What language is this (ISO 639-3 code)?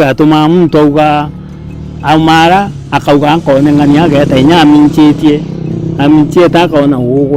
mer